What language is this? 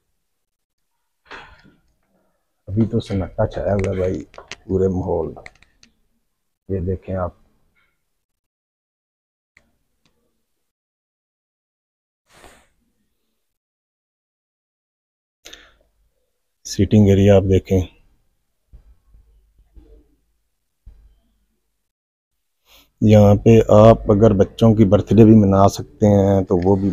Hindi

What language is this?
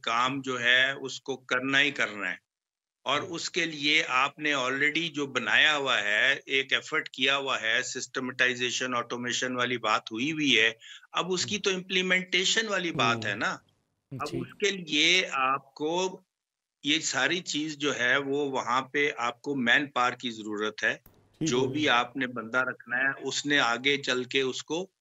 Urdu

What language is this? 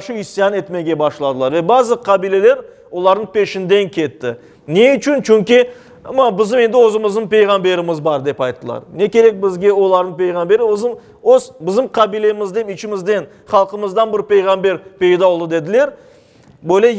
Crimean Tatar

